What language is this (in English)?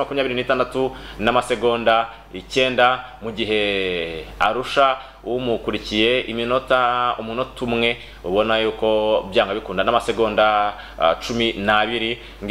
Kinyarwanda